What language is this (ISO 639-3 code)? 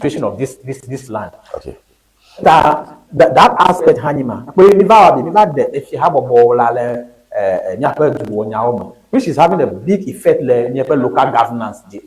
ewe